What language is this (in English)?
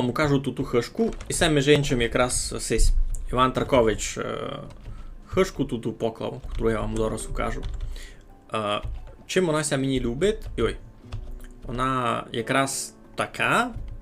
Rusyn